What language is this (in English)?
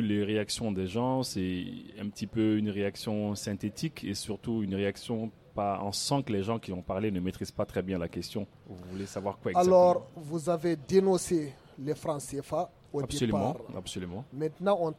French